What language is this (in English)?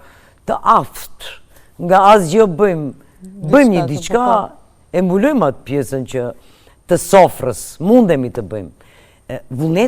Albanian